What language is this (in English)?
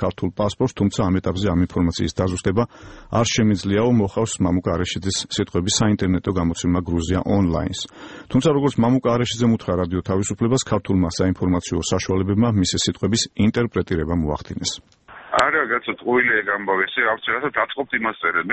Georgian